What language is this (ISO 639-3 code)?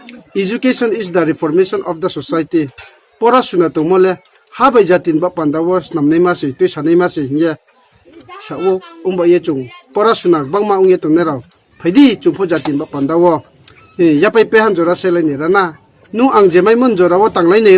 ria